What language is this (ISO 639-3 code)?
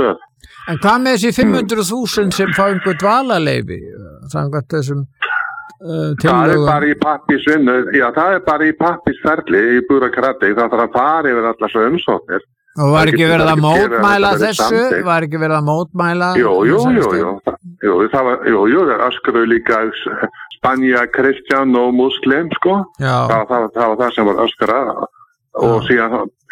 isl